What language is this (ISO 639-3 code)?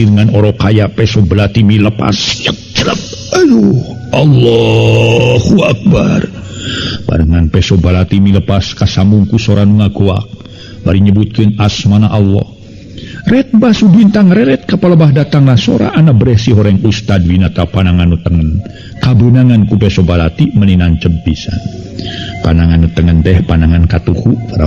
sun